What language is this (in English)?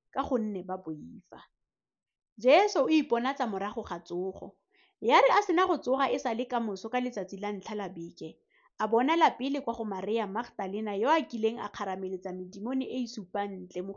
Tswana